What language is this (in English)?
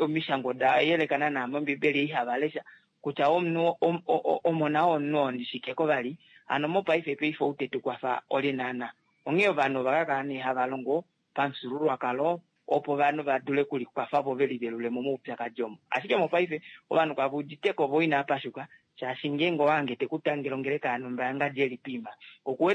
Kuanyama